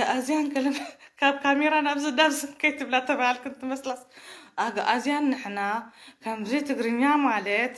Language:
Tigrinya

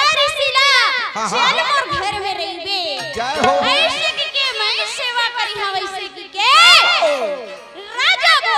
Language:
Chhattisgarhi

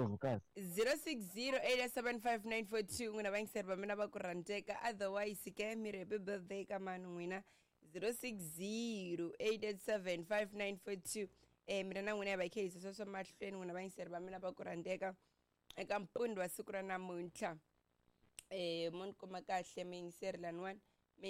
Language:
Tsonga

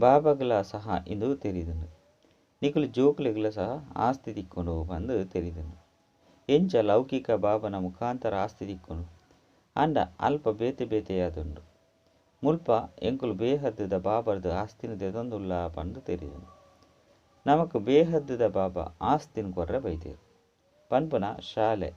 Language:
Tulu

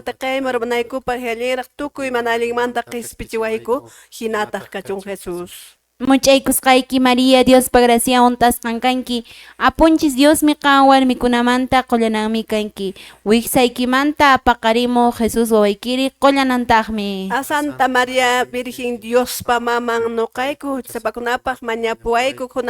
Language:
Quechua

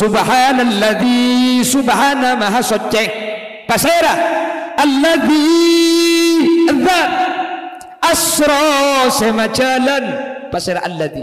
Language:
Madurese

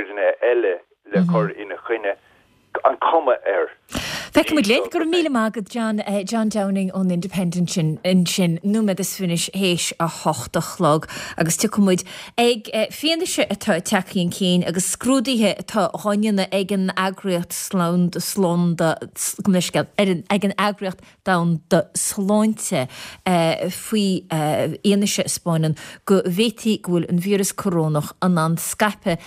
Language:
Irish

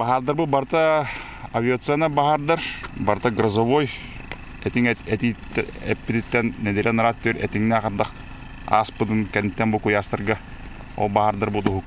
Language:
Yakut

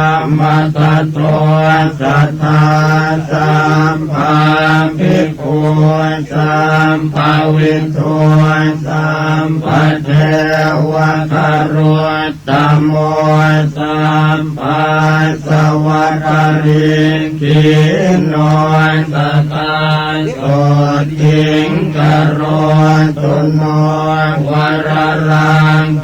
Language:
Pali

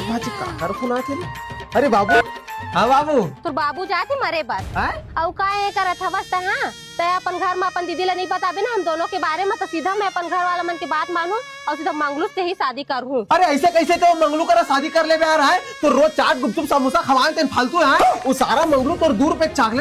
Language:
Chhattisgarhi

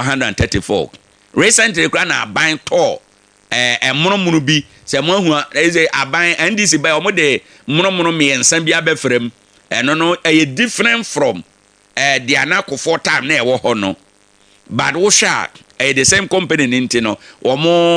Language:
Akan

